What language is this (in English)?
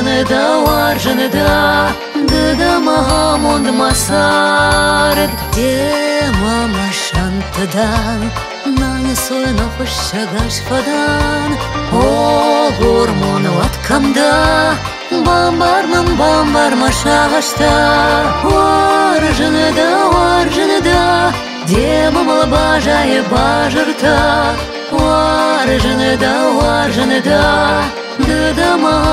Ossetic